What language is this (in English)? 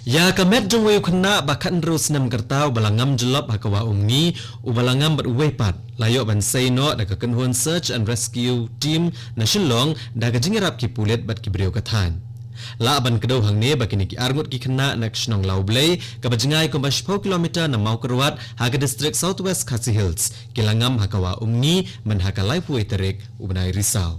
Khasi